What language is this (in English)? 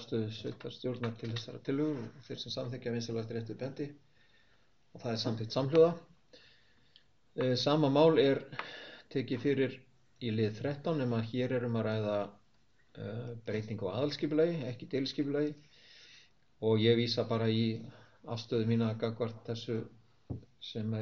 Icelandic